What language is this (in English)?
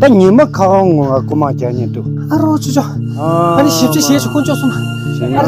Tibetan